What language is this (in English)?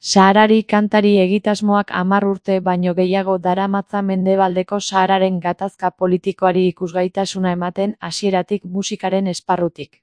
Basque